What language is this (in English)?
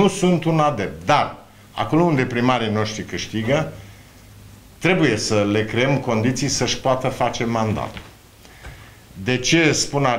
Romanian